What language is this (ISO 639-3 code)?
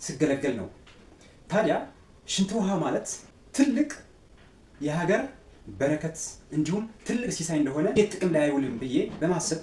amh